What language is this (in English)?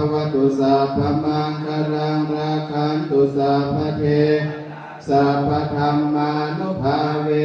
Pali